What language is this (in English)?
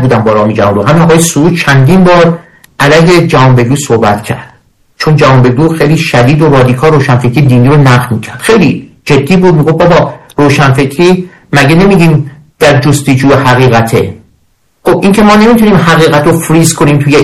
Persian